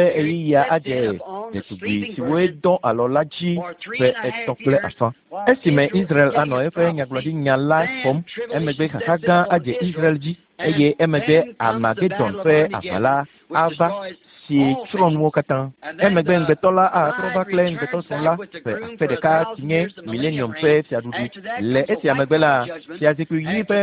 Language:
Ewe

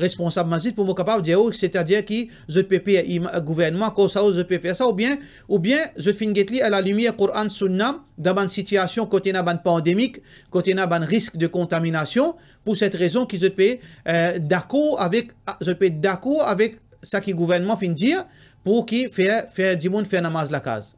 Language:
Morisyen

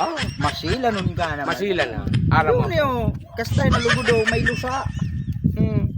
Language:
Bikol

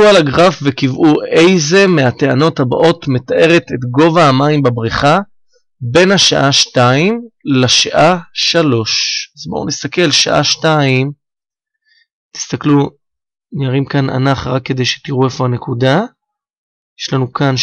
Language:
Hebrew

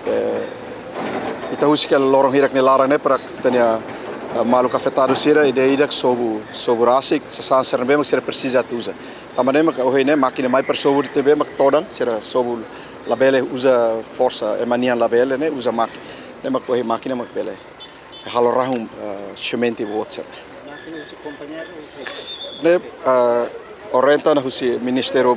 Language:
Tetum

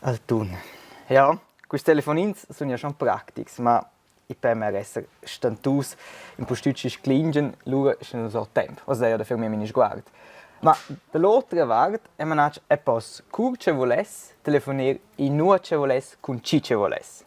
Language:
Romansh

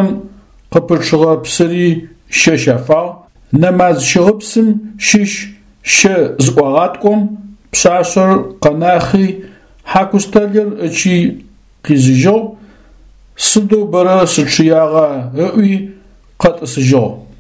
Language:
Adyghe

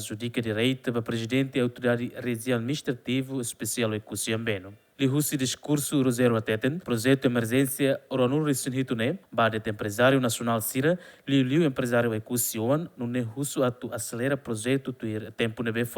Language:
Tetum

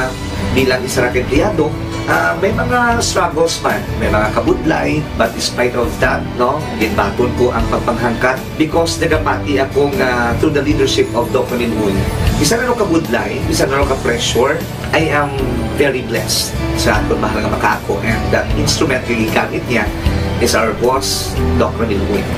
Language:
Hiligaynon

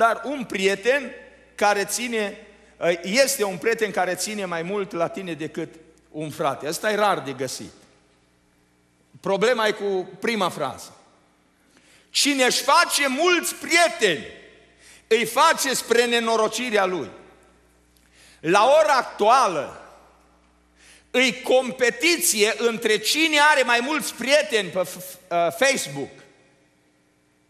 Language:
Romanian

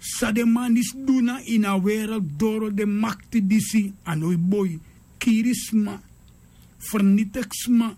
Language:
Sranan Tongo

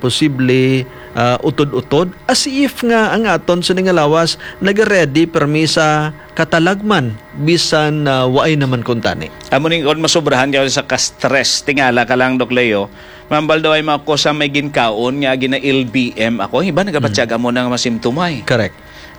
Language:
Hiligaynon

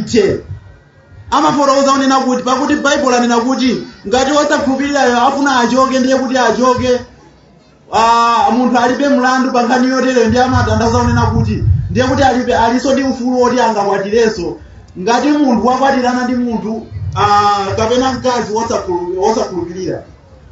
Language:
Nyanja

